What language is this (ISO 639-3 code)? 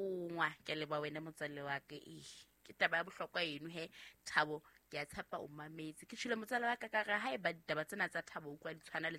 sot